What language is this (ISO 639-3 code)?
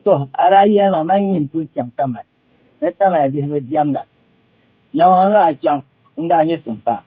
dag